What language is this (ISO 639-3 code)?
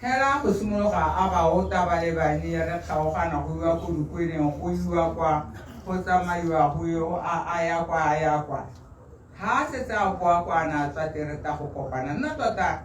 tsn